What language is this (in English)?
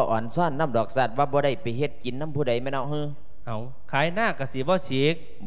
Lao